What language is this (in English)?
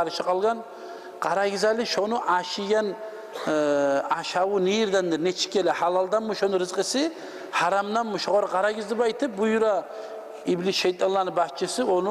Kumyk